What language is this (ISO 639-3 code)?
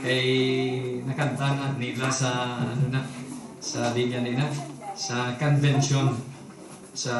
hil